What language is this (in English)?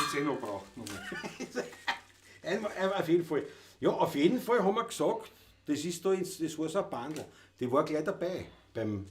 Bavarian